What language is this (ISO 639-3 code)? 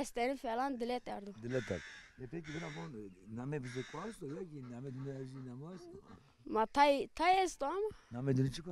zza